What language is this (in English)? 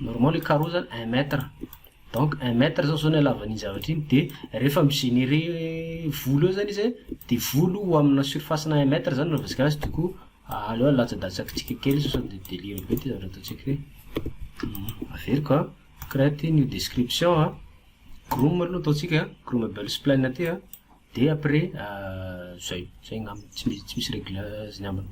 Malagasy